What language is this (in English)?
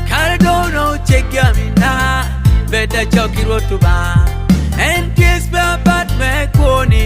Lango (Uganda)